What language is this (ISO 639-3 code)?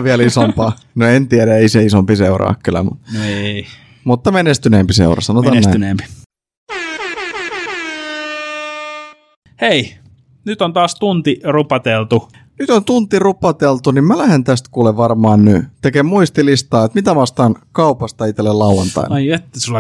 fin